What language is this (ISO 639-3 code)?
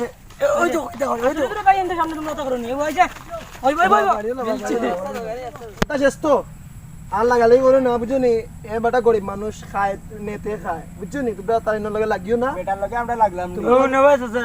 syl